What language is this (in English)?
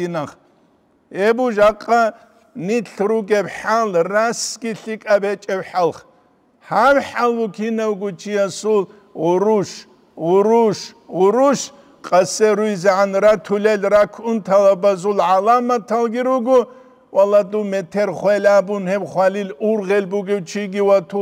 Avaric